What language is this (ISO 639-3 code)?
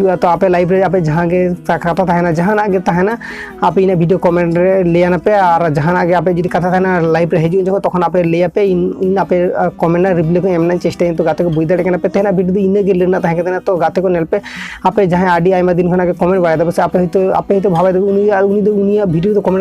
sat